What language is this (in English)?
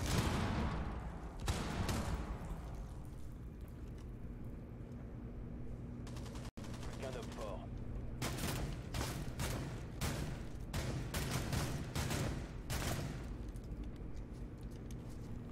French